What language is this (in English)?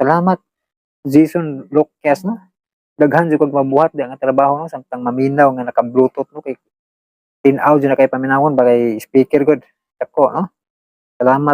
Cebuano